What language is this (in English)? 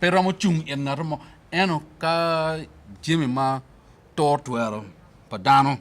Acoli